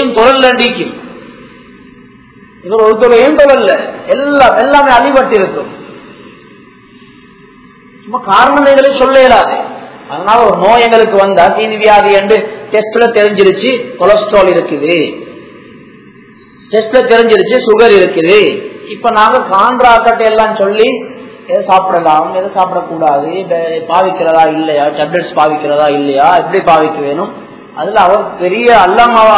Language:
Tamil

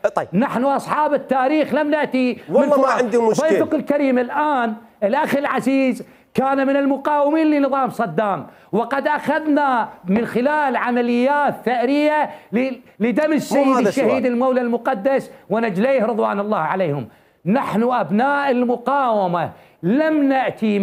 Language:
Mesopotamian Arabic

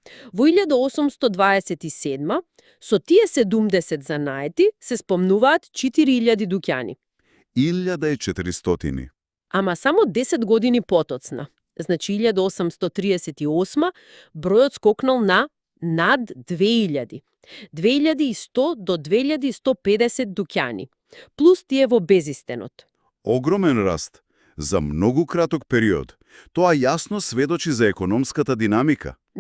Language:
Macedonian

